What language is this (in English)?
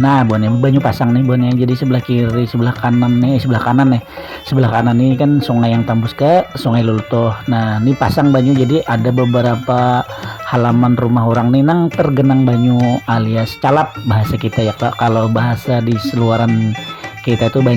Banjar